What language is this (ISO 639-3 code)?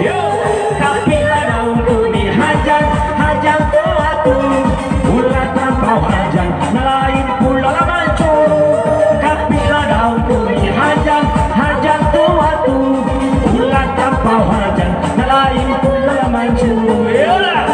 min